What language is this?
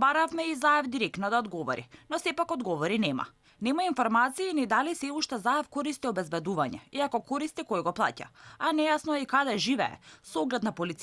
Macedonian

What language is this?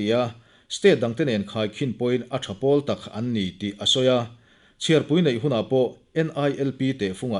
Mizo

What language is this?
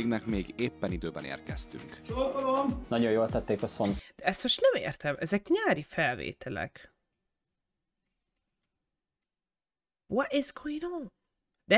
Hungarian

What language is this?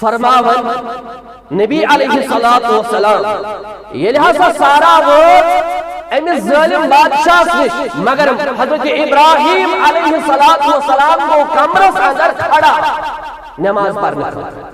Kashmiri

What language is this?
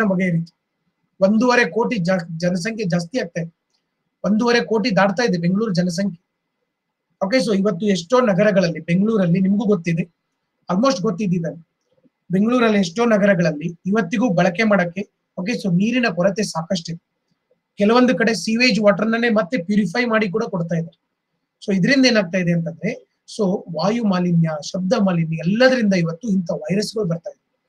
Kannada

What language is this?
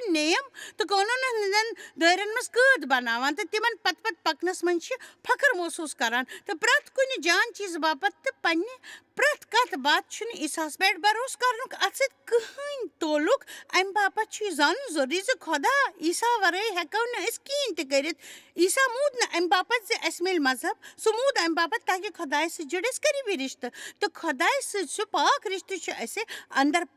Kashmiri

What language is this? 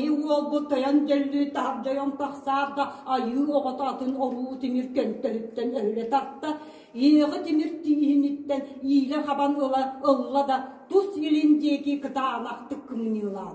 Yakut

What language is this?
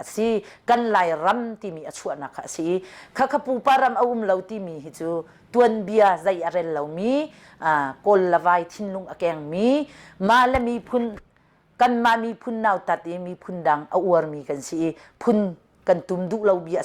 Hakha Chin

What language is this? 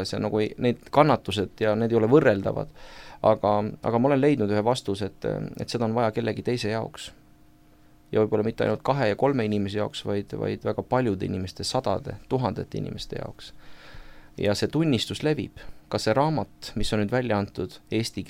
Estonian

